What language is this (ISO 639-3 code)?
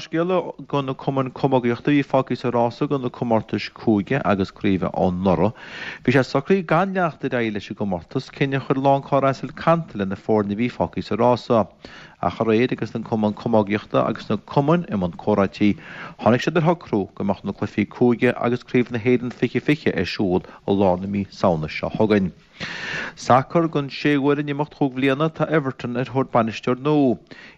gle